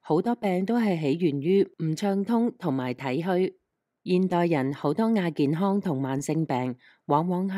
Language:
Cantonese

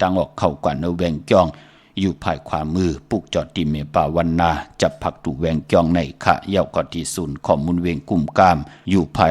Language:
Shan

